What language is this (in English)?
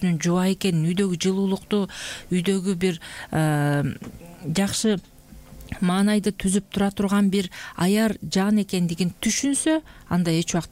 Kyrgyz